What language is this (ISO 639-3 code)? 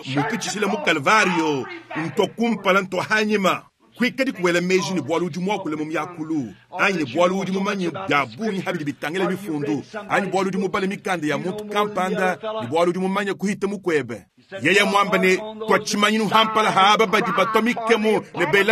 lua